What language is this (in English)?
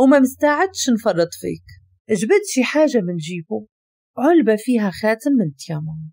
Moroccan Arabic